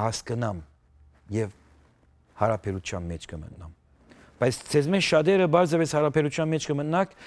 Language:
Western Armenian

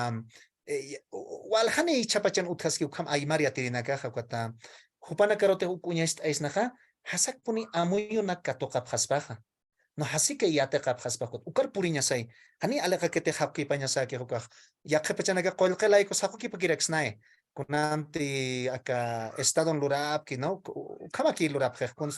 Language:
Aymara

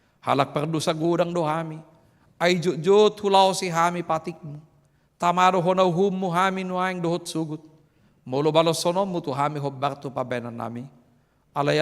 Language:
Batak Toba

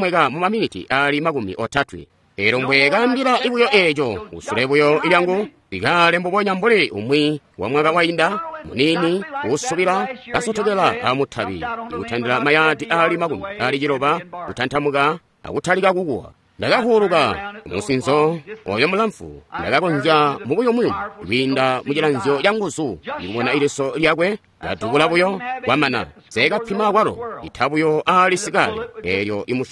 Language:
Tonga (Zambia)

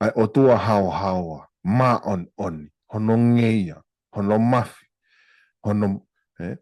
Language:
Tongan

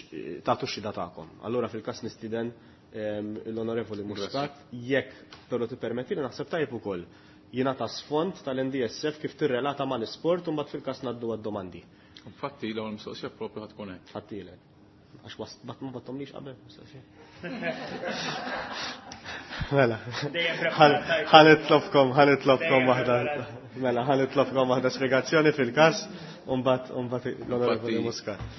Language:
Maltese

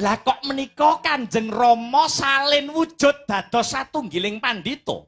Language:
Javanese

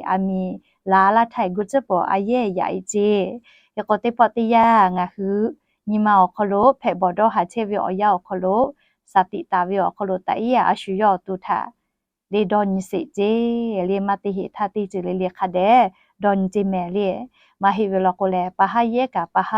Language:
Lahu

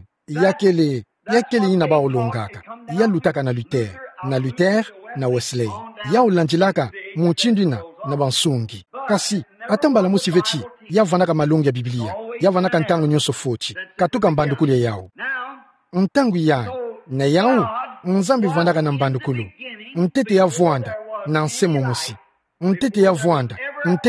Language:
Kituba (Democratic Republic of Congo)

